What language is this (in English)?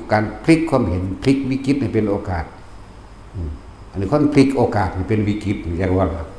Northeastern Thai